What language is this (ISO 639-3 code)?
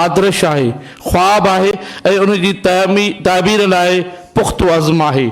snd